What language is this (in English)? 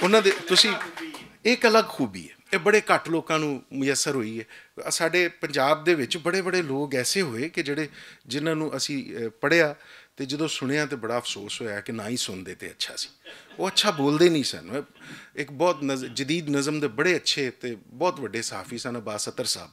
Western Panjabi